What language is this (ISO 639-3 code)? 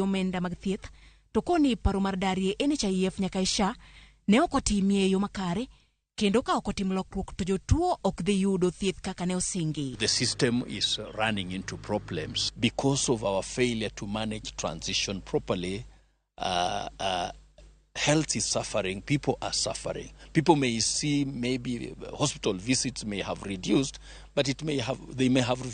luo